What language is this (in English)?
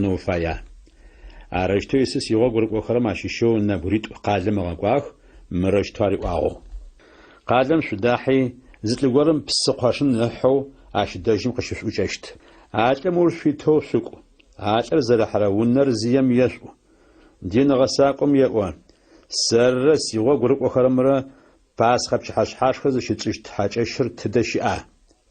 Adyghe